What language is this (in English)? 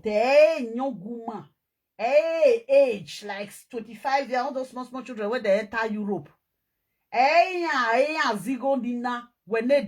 Nigerian Pidgin